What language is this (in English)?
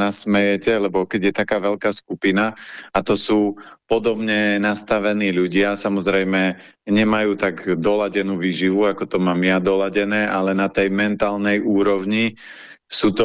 Slovak